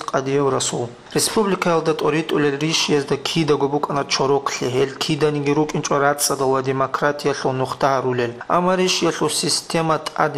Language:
Avaric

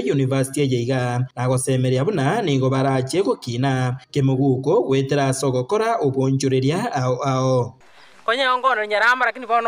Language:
Gusii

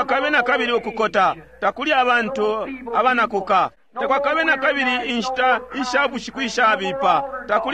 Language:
Bemba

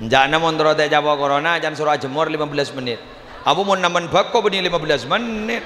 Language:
Madurese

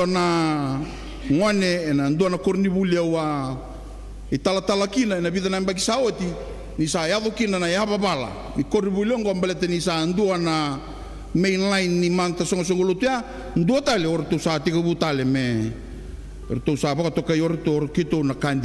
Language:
Fijian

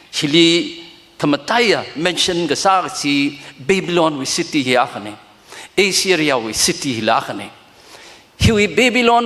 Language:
Tangkhul Naga (India)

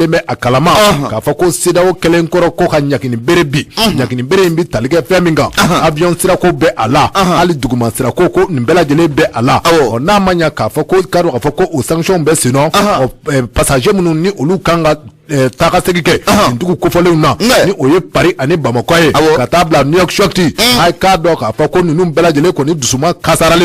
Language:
Bambara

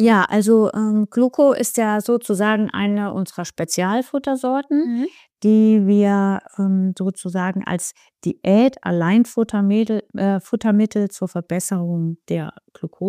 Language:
German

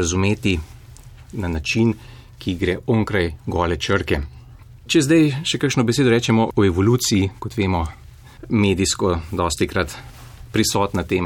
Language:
Slovenian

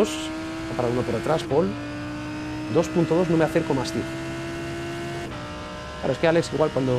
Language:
Spanish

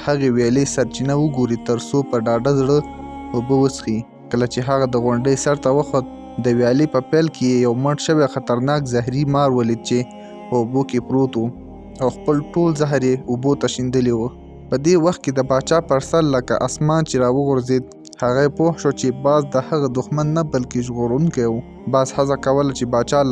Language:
Pashto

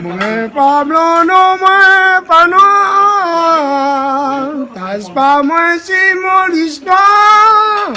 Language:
Réunion Creole French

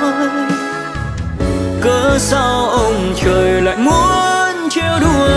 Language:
Vietnamese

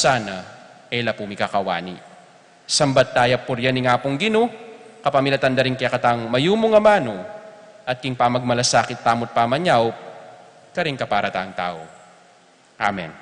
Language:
Pampanga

